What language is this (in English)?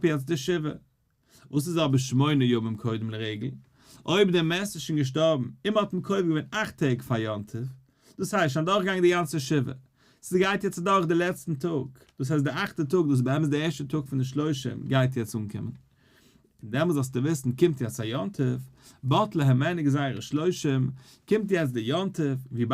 Yiddish